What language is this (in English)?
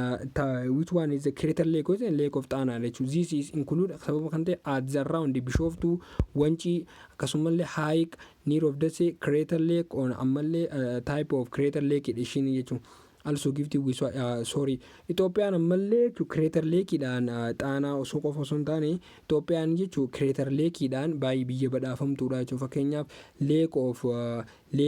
Oromo